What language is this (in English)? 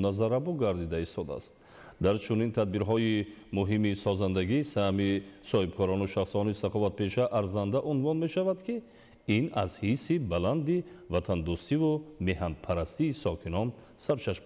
Tajik